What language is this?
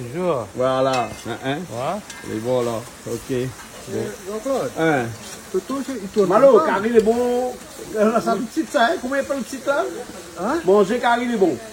Réunion Creole French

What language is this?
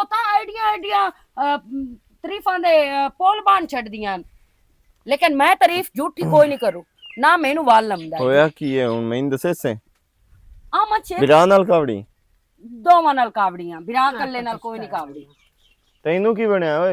Western Panjabi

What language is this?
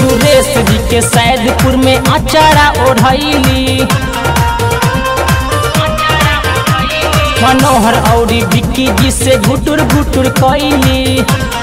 Bhojpuri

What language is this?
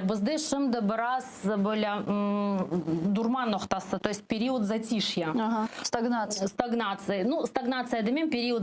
Crimean Tatar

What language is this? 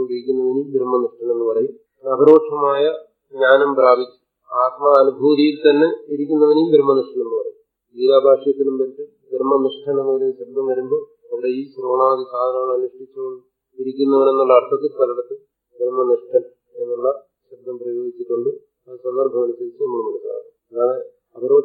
Malayalam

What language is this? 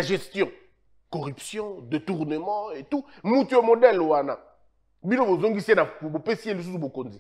French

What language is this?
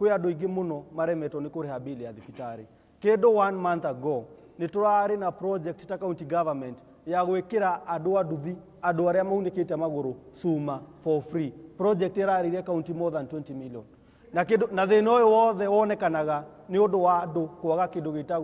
Kikuyu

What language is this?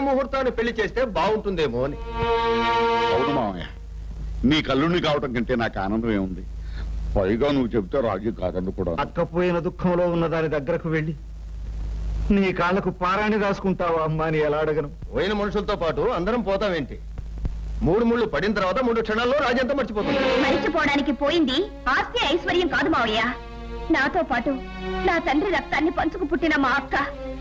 Telugu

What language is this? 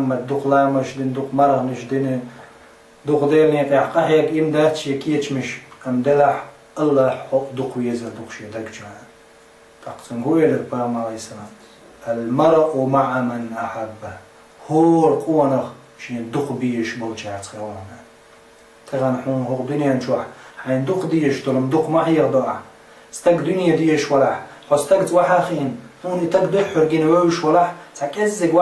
Chechen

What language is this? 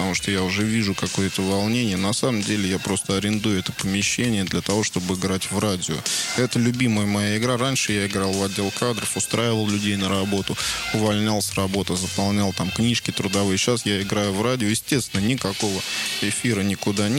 Russian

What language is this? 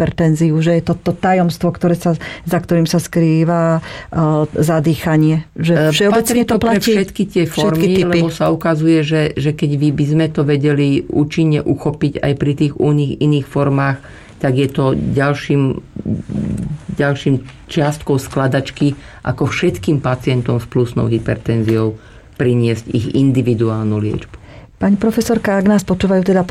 Slovak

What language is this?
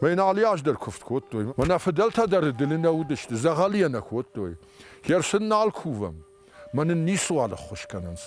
Ossetic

